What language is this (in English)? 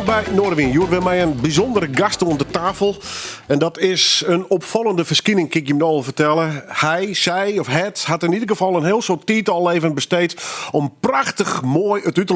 Western Frisian